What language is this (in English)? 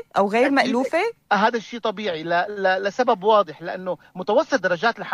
North Levantine Arabic